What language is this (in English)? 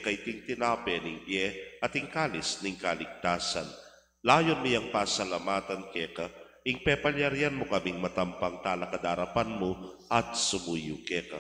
Pampanga